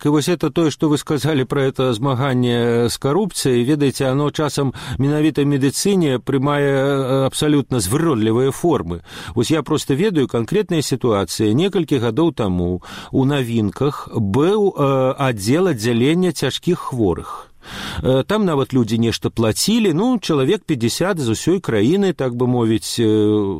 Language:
Belarusian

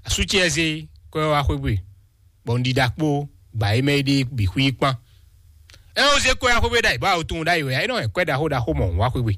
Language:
Fon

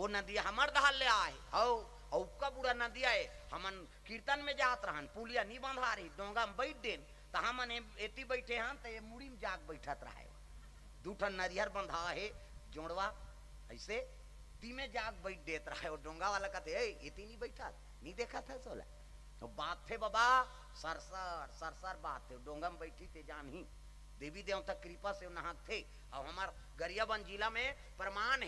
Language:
Chhattisgarhi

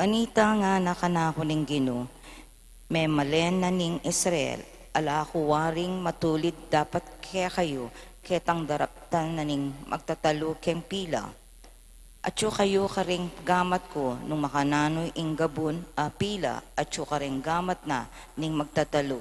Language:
Pampanga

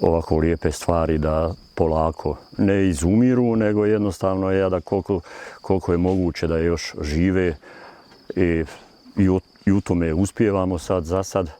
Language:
Bosnian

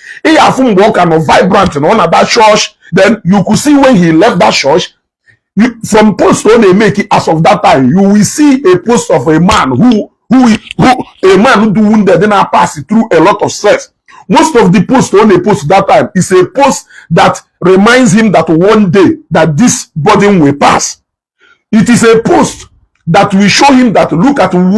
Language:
Igbo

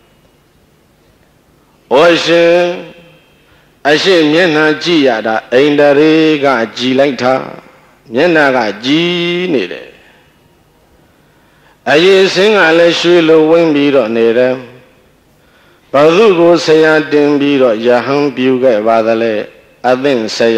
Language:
Burmese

